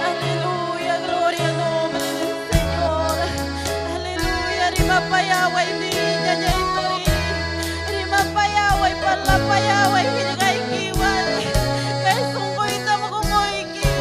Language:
Ayacucho Quechua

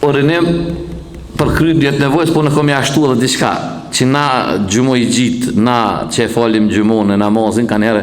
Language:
Albanian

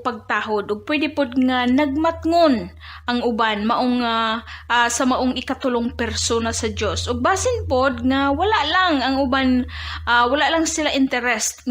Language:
Cebuano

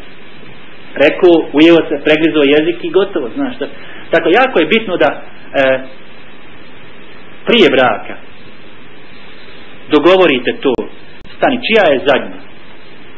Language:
Bosnian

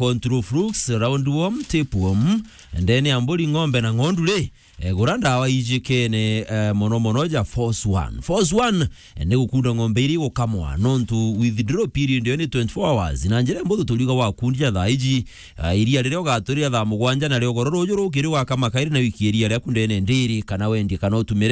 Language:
Meru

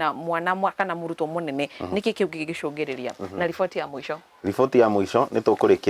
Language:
Kikuyu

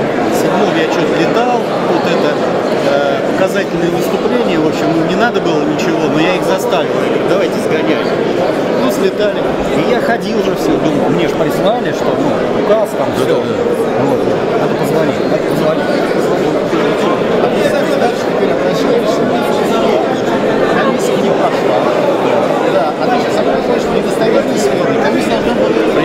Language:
Russian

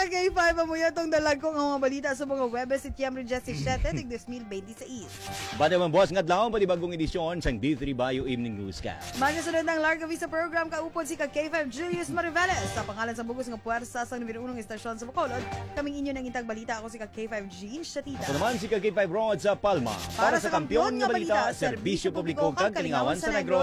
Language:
Hiligaynon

